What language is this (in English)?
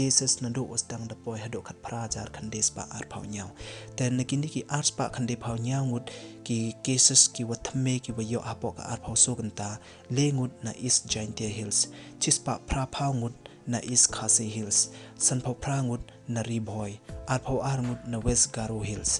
Pnar